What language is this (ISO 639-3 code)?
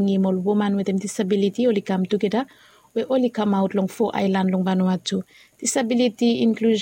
bis